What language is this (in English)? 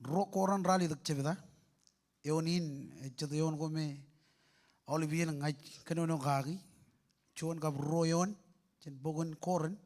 Marshallese